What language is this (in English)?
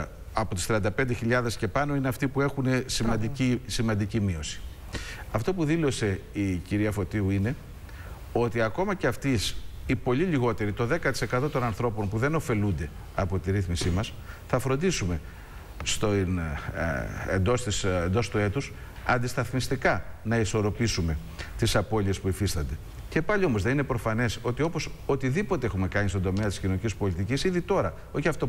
Greek